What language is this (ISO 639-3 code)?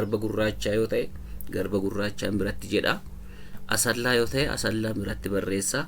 orm